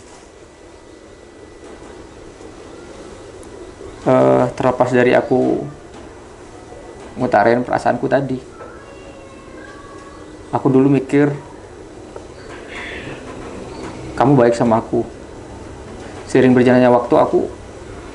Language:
Indonesian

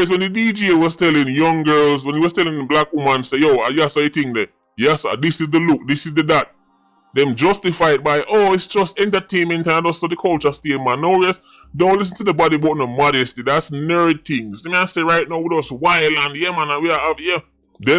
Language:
Jamaican Creole English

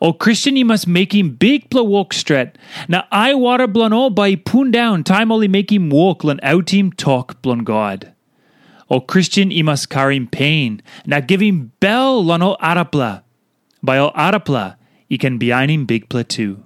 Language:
Tok Pisin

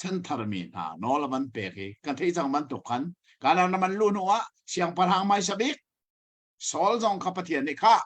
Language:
Hakha Chin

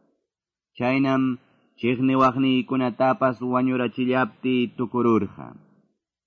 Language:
Quechua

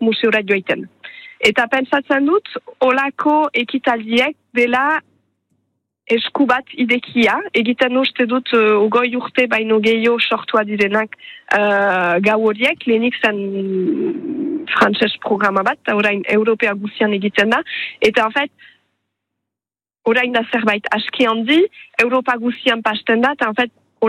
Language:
Basque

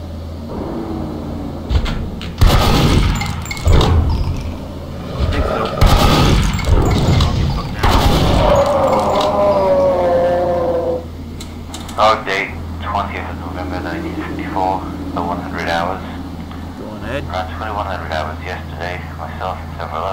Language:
English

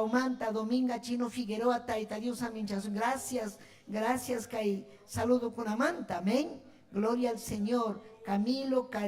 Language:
Ayacucho Quechua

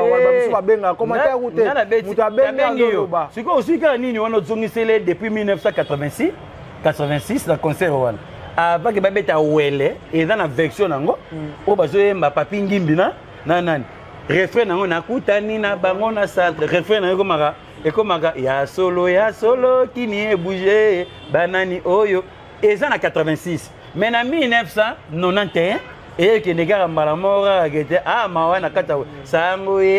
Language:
Lingala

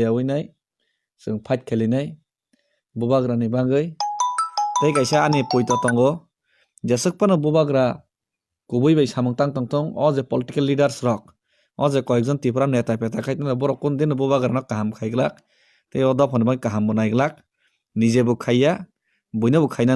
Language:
Kok Borok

